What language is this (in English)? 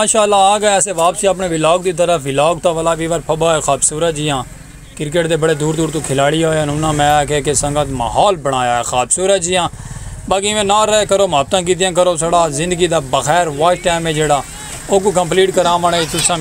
Saraiki